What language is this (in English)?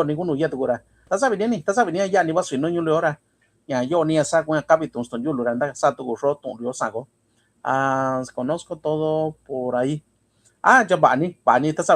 Mixtepec Mixtec